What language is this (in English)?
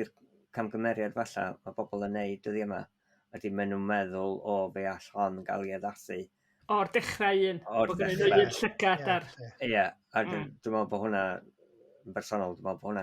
Welsh